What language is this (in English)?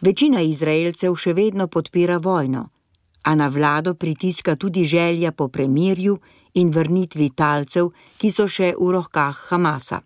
Slovenian